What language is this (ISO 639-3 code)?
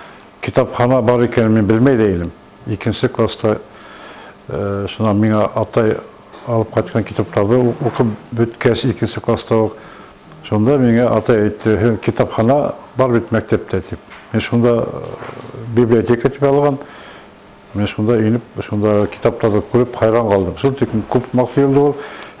bak